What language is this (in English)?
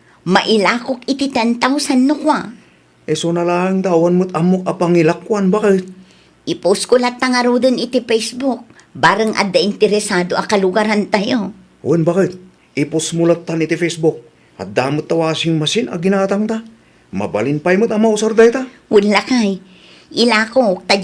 Iloko